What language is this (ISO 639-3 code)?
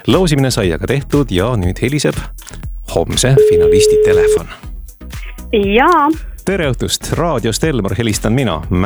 est